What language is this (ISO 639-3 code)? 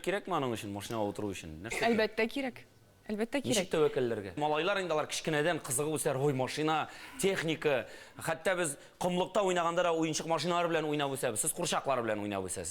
tat